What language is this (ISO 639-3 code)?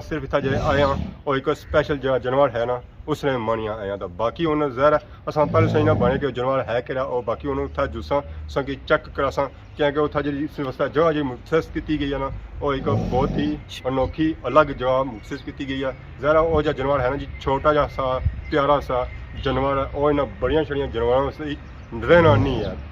phr